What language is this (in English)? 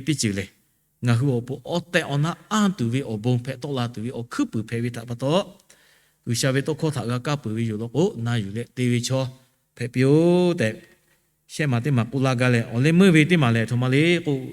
Lahu